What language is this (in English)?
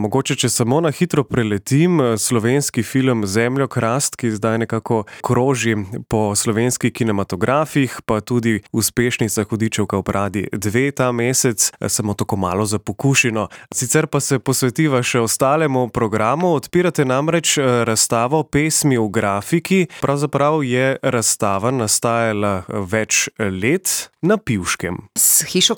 Slovenian